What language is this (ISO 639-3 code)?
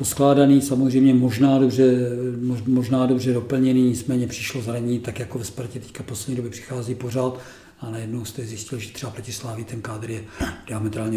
ces